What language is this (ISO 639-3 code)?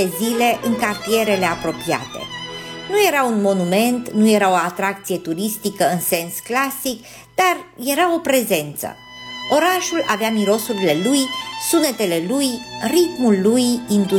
ron